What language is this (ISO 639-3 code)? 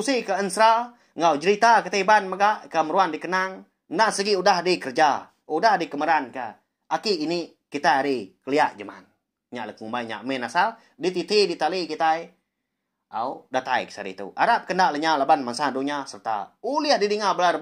iba